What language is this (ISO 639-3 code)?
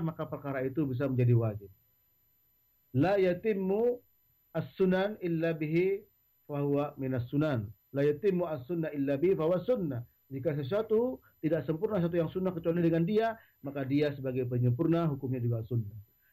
ind